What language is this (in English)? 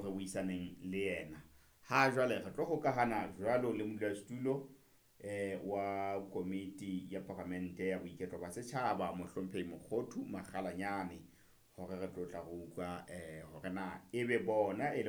Southern Sotho